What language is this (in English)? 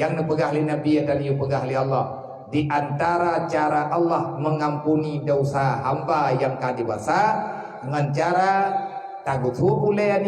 Achinese